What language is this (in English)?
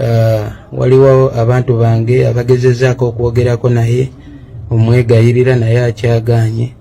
Ganda